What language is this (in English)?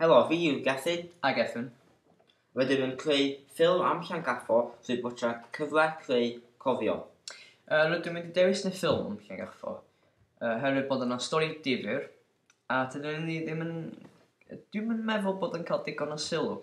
Welsh